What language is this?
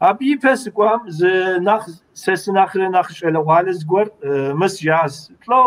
Kabardian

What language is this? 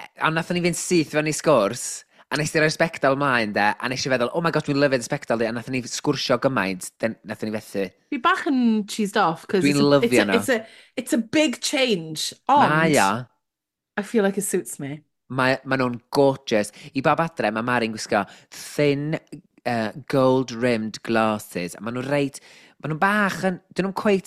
Welsh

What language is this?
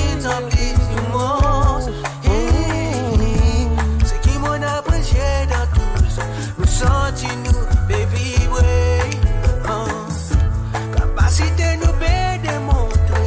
Morisyen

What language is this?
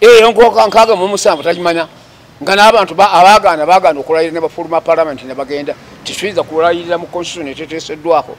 Ganda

